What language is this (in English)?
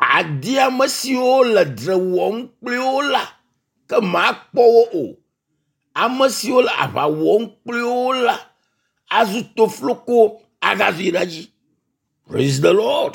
Ewe